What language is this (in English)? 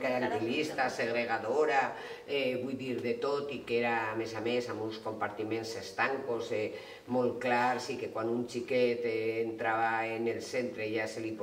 Catalan